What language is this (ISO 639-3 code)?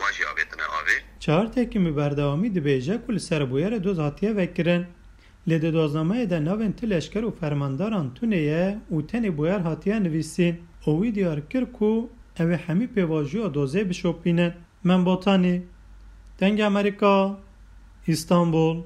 kur